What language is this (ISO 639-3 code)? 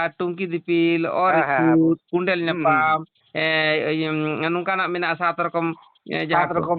sat